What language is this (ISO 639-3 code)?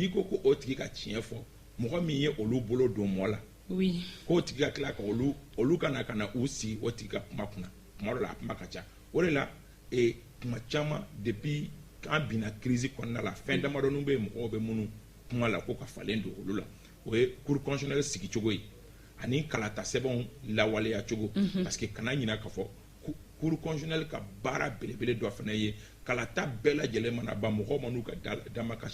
bam